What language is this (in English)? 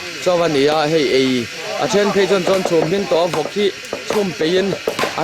Mizo